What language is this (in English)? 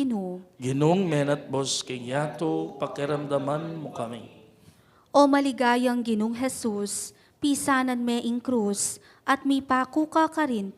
Pampanga